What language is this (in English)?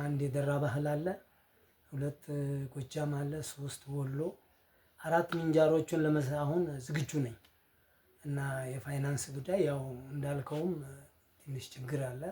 Amharic